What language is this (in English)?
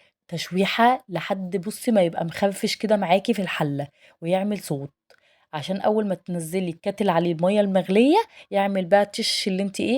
Egyptian Arabic